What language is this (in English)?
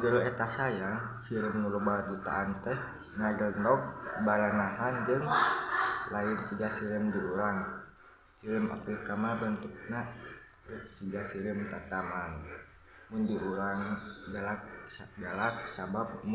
Sundanese